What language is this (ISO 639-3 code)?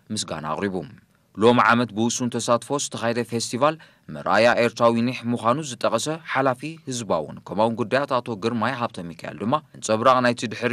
tir